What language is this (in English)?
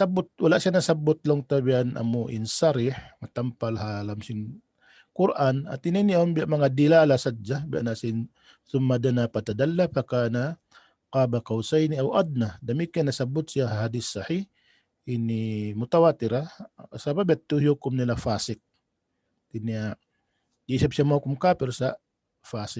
Tausug